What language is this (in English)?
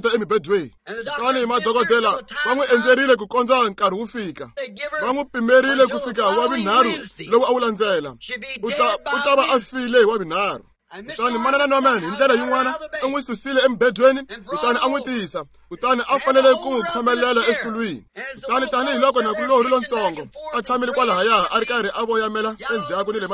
Tsonga